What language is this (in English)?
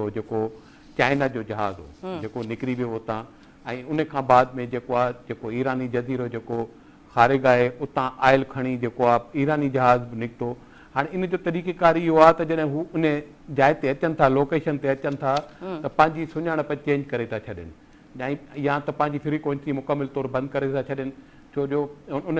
Sindhi